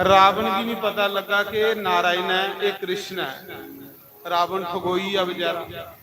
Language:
Dogri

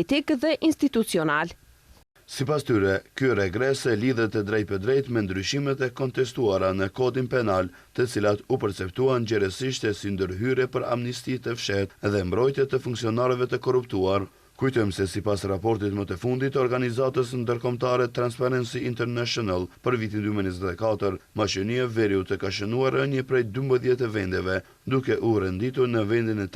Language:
Albanian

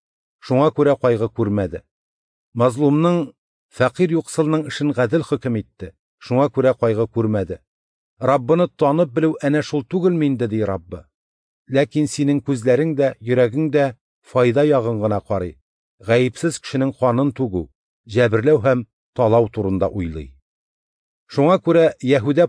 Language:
Tatar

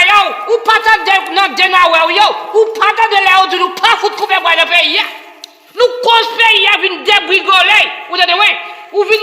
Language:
Haitian Creole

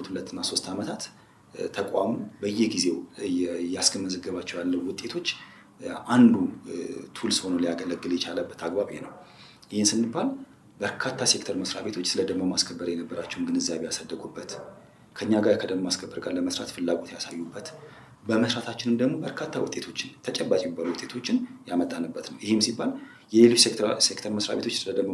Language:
Amharic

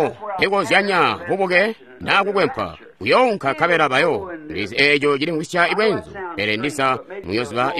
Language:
Tonga (Zambia)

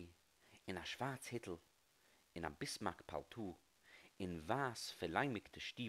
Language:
Yiddish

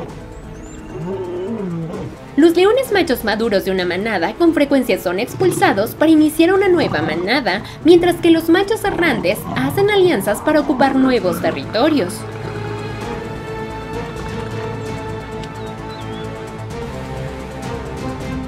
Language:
Spanish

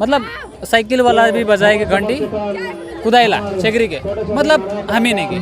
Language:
Sadri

